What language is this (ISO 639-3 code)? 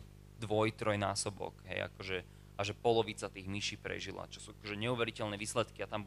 slk